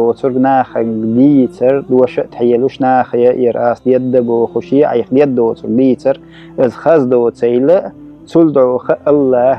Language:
Chechen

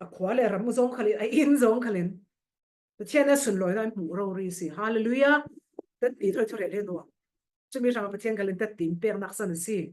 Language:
Falam Chin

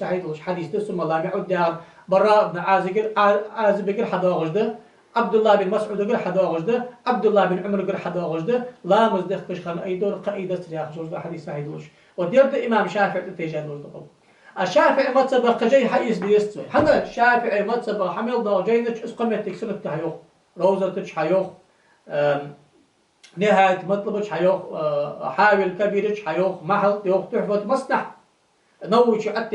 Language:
Ingush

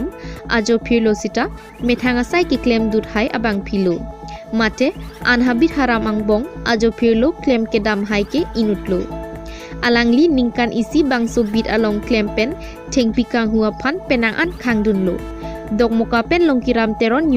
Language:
Karbi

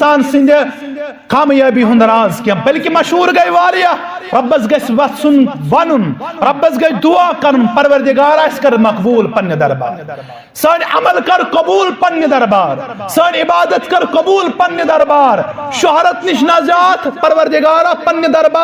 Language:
Kashmiri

